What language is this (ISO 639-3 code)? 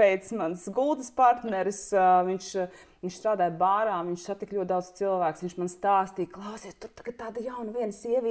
lav